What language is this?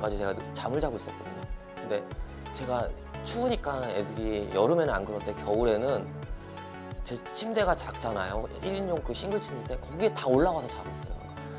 Korean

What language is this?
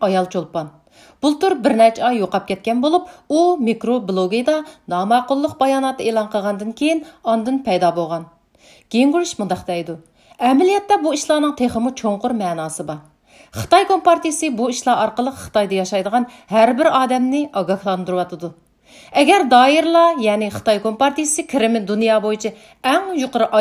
Uyghur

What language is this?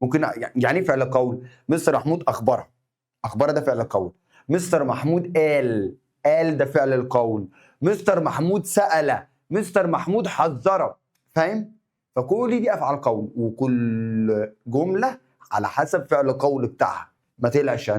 Egyptian Arabic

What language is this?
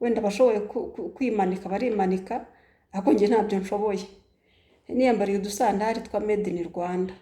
Kinyarwanda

